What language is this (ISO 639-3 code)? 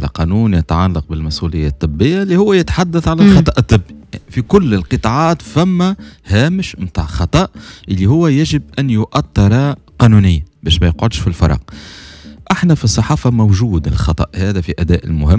aeb